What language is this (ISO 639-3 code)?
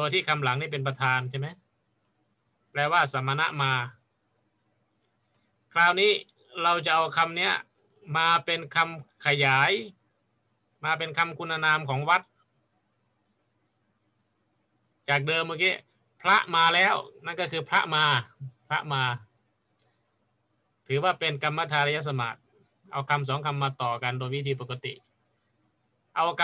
tha